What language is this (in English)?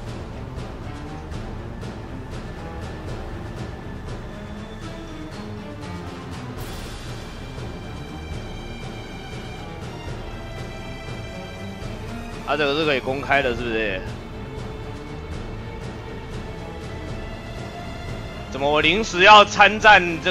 Chinese